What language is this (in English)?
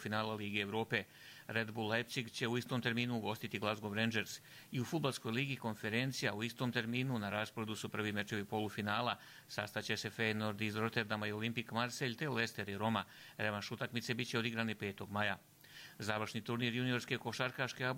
Croatian